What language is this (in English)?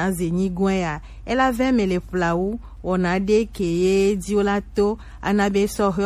Gen